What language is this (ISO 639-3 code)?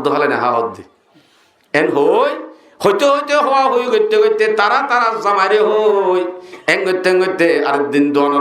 rhg